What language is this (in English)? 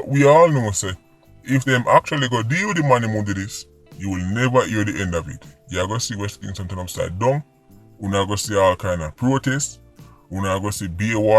Jamaican Creole English